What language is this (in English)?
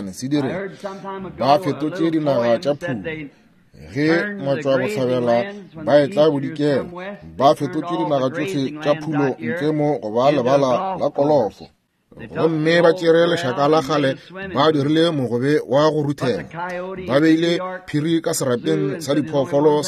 Northern Sotho